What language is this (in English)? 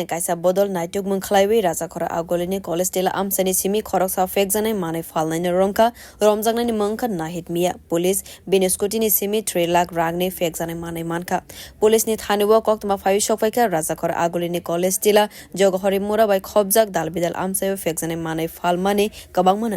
Kok Borok